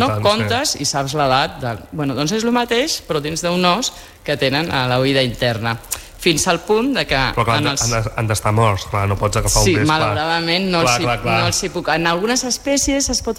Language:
Catalan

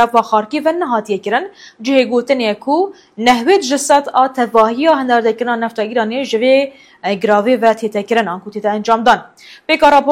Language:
Kurdish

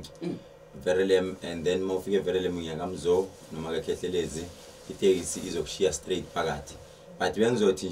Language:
Zulu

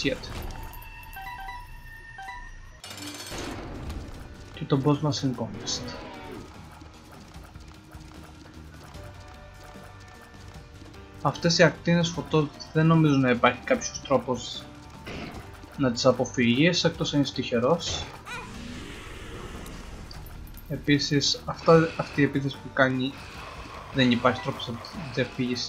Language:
Greek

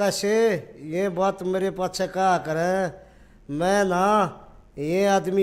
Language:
Haryanvi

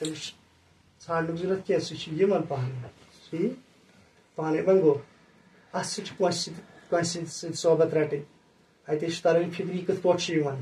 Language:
Kashmiri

